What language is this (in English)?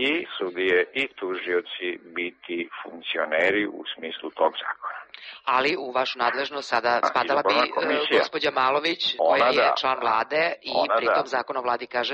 Serbian